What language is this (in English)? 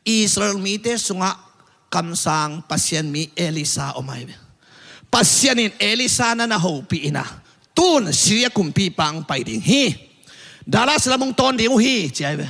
Tedim Chin